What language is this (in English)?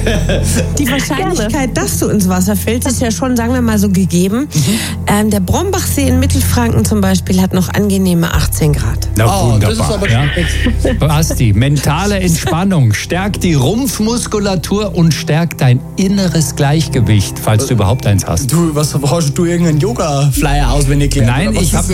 German